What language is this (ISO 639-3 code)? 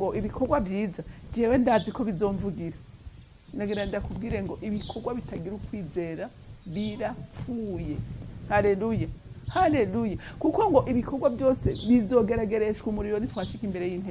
run